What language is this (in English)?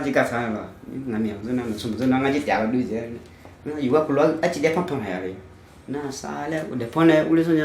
Akha